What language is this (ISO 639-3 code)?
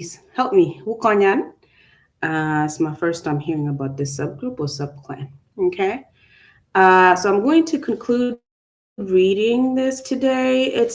ach